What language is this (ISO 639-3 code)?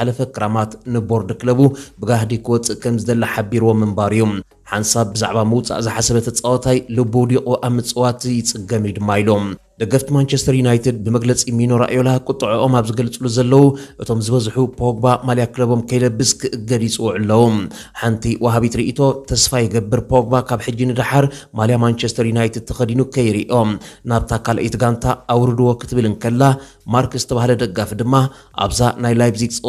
tir